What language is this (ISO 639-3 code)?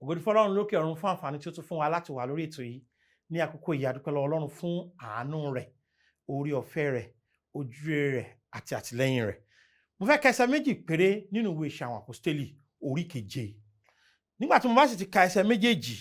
yor